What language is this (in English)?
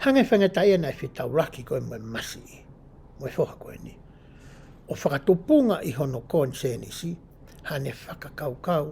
Tongan